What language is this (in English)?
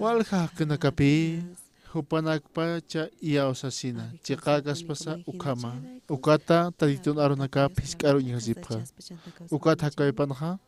Aymara